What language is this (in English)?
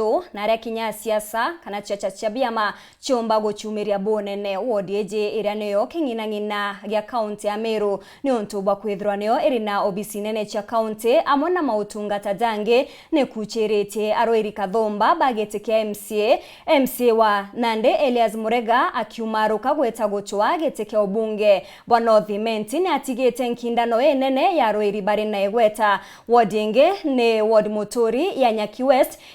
Meru